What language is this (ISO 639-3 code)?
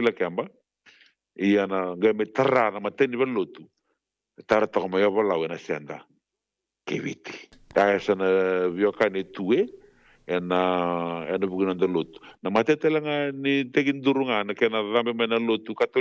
fij